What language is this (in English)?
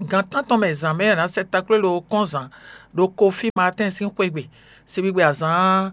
Fon